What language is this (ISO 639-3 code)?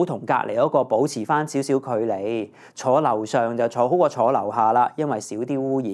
yue